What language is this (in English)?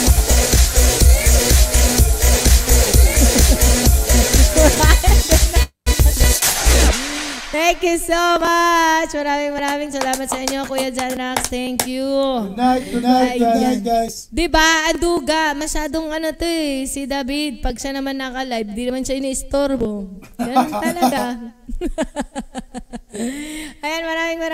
Filipino